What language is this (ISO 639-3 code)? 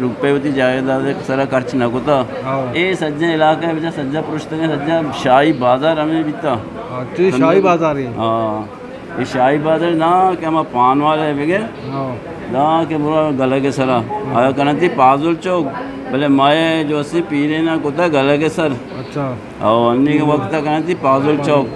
bgp